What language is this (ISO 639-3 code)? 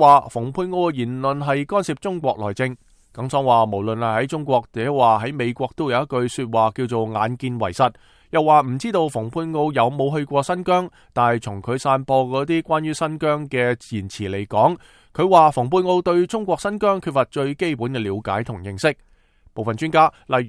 yue